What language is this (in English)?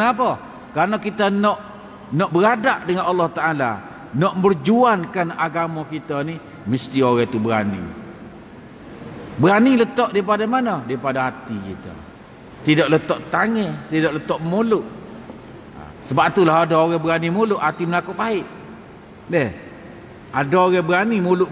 Malay